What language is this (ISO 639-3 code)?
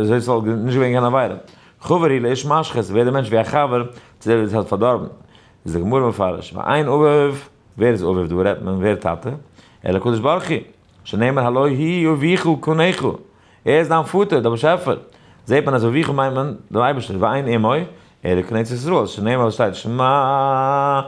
yid